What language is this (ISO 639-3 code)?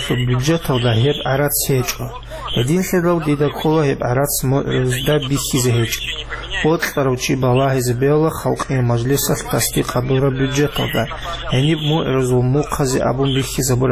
ava